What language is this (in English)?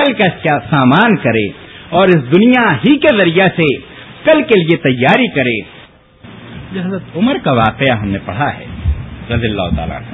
Urdu